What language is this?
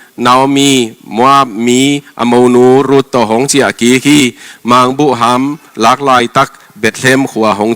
Tedim Chin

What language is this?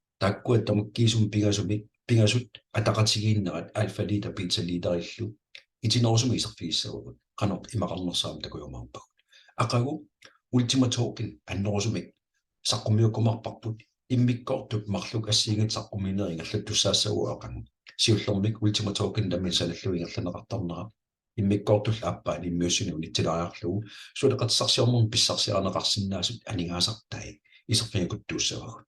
Kalaallisut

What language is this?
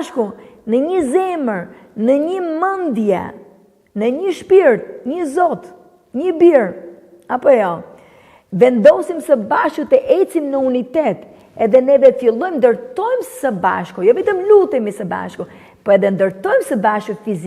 Albanian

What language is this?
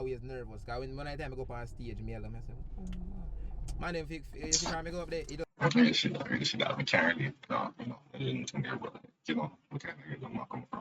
Jamaican Creole English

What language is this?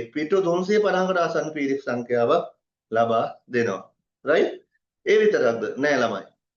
Sinhala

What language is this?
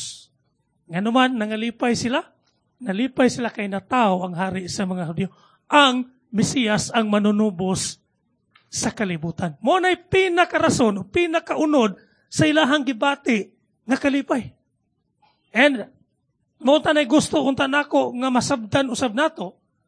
Cebuano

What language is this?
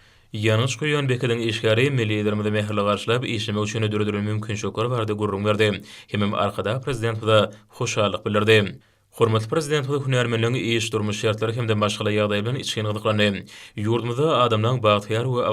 Turkmen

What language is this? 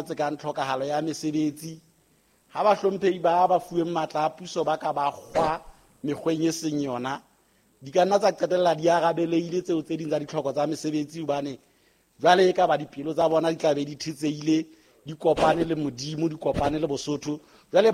Southern Sotho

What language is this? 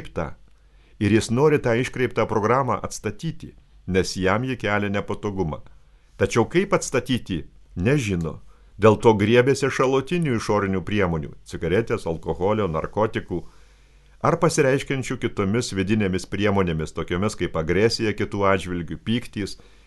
Lithuanian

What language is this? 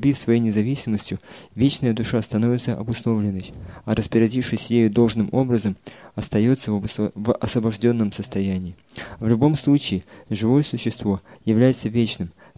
Russian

